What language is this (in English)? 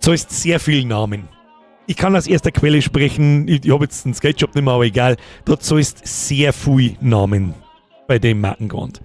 Bavarian